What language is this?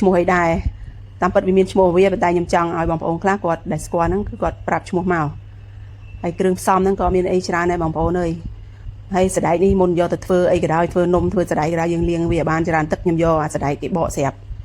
Khmer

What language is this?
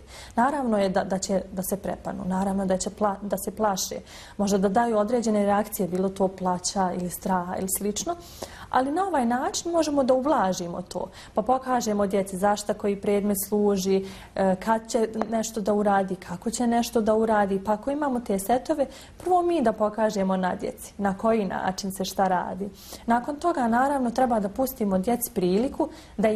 Bosnian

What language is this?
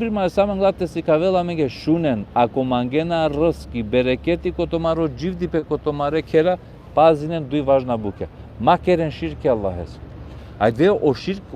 Balkan Romani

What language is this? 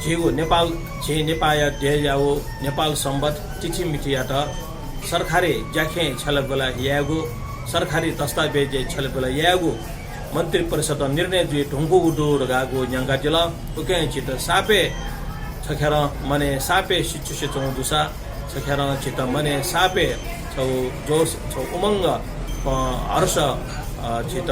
Newari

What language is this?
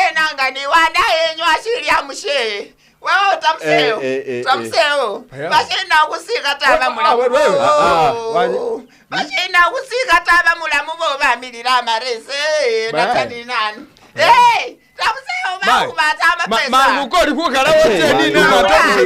Masaaba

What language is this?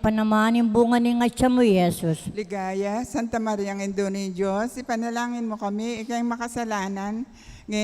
Pampanga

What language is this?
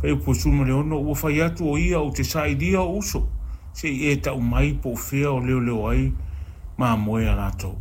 Samoan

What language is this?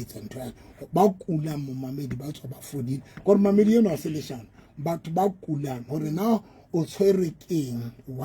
Southern Sotho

